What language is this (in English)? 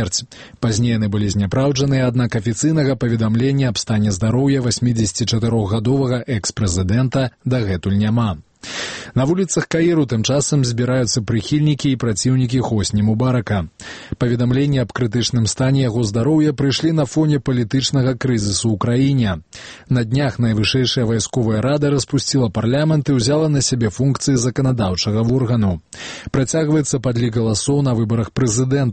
Belarusian